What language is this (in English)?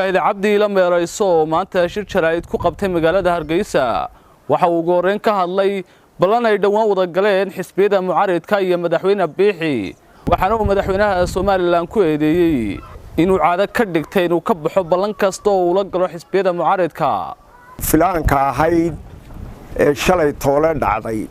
Somali